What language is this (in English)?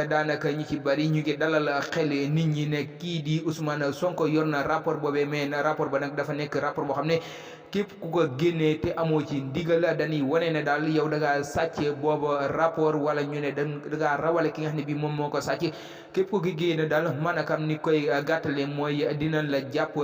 Wolof